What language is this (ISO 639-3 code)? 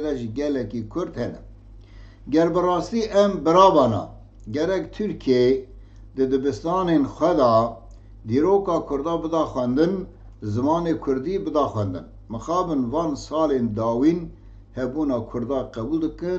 kur